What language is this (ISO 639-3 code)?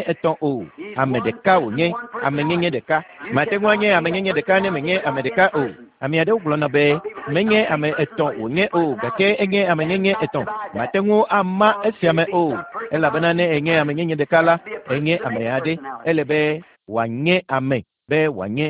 ewe